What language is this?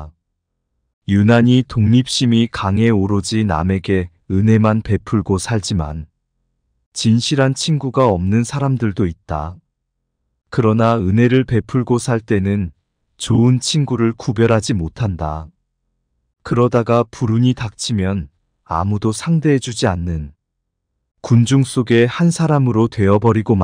Korean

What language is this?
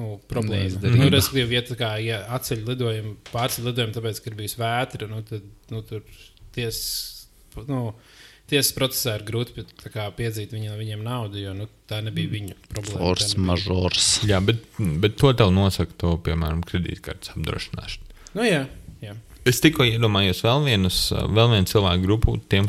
Latvian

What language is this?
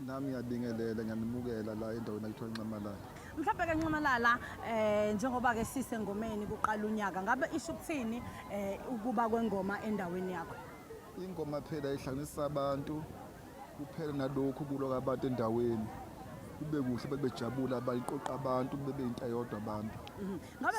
Zulu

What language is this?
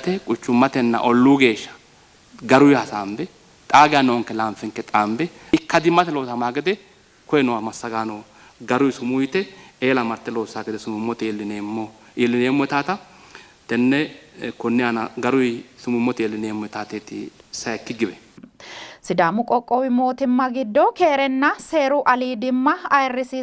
Sidamo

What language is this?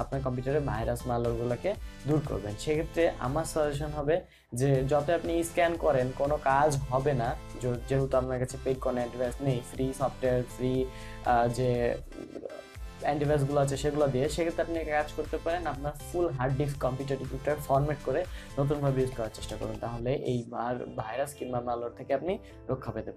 Bangla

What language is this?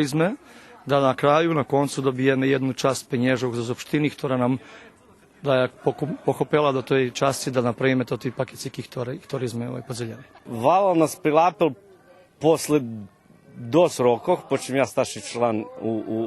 Rusyn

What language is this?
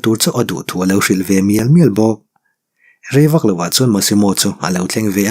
Mizo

